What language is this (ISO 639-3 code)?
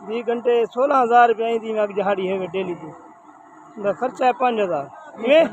skr